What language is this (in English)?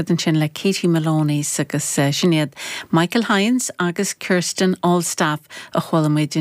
Irish